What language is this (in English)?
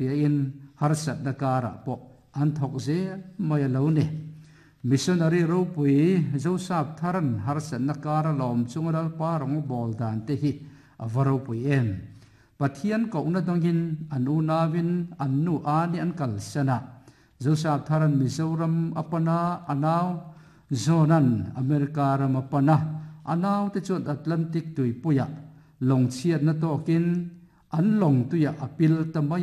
Mizo